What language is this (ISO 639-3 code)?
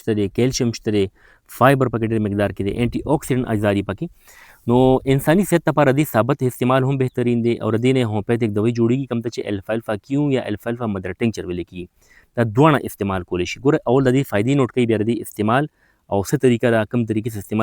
pus